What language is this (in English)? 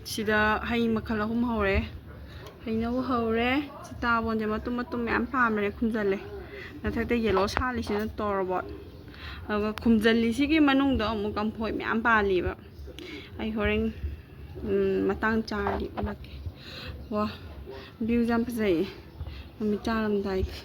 Manipuri